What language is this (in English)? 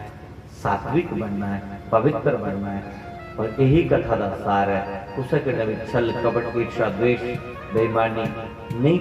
Dogri